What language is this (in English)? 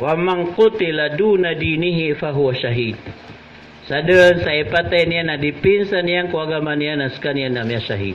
Maranao